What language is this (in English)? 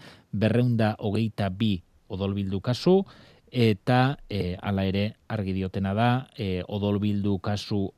Basque